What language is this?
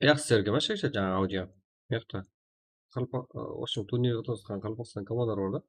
Kara-Kalpak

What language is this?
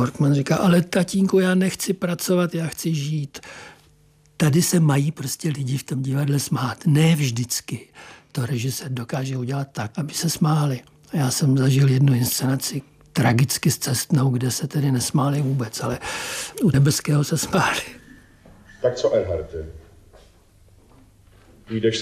Czech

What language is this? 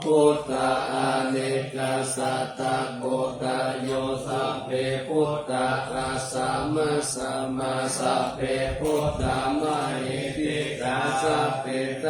Pali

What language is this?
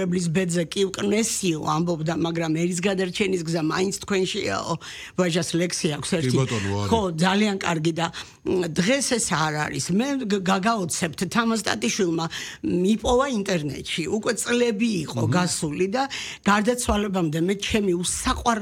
Georgian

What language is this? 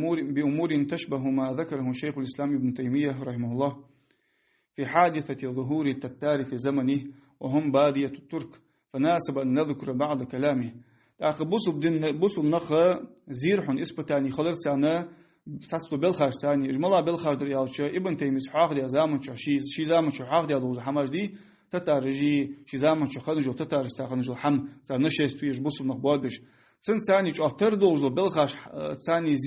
Ingush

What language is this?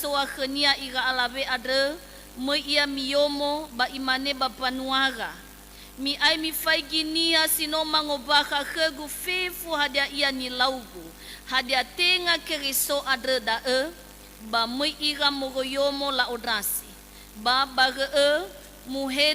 Nias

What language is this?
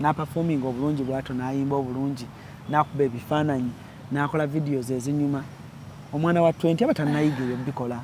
Ganda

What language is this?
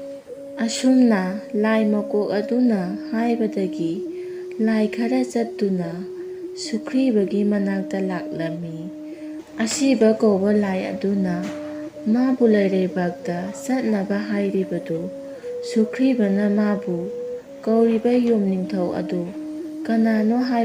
Manipuri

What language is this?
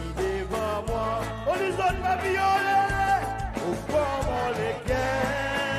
Seselwa Creole French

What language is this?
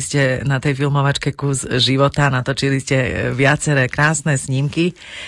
Slovak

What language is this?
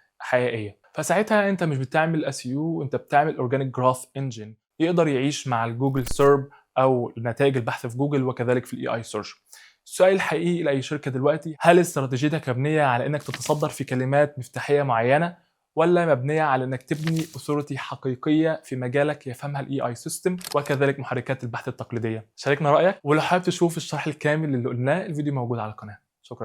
Egyptian Arabic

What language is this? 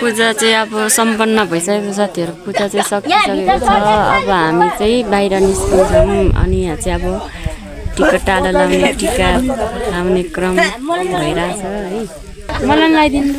Nepali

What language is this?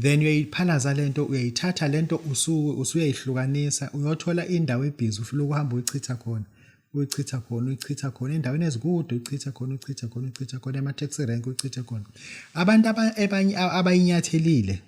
Zulu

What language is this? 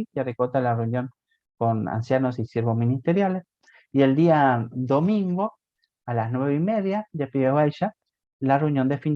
Guarani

